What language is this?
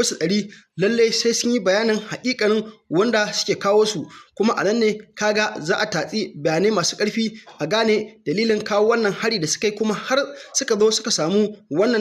Hausa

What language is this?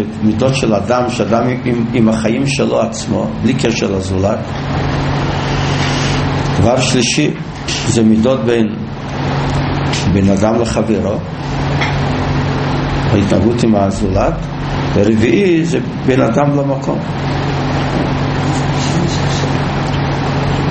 Hebrew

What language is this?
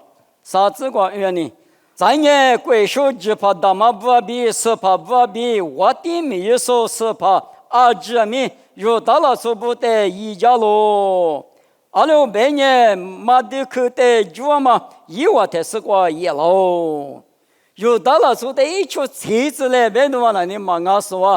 Lisu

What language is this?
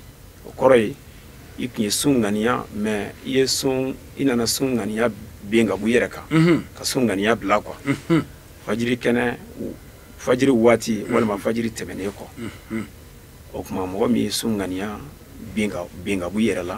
Bambara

